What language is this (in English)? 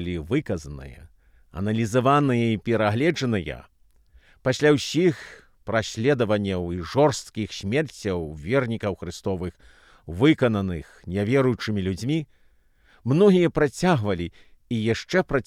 Belarusian